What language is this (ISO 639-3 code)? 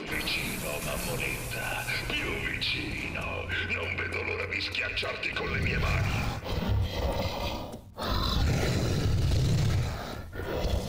ita